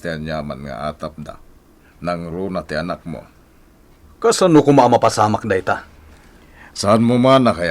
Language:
Iloko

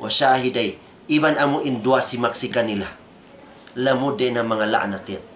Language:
Tausug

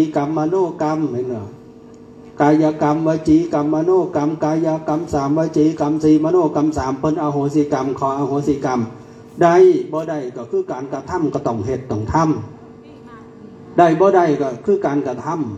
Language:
Northeastern Thai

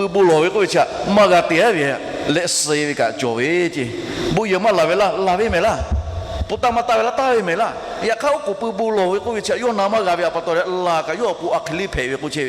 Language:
Lahu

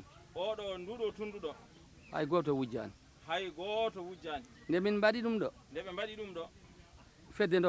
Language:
Fula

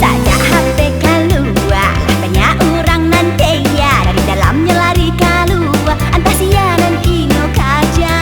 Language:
Minangkabau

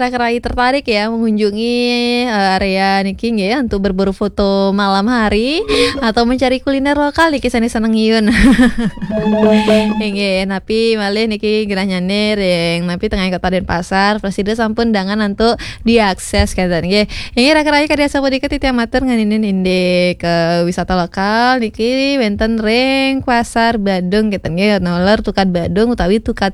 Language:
Balinese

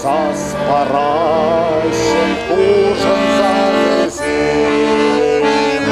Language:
Chuvash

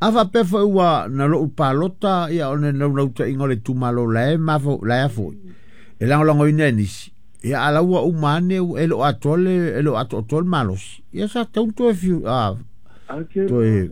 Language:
Samoan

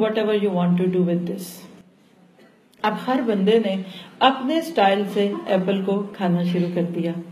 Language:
Urdu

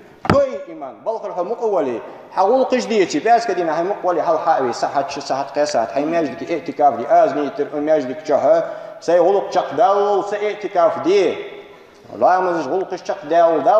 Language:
Ingush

